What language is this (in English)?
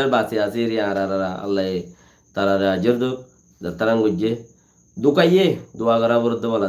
Rohingya